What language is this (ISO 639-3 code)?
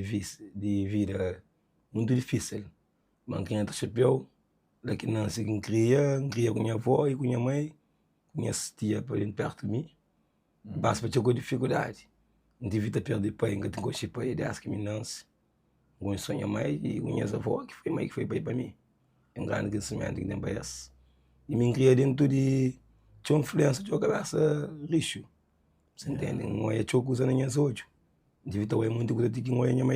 kea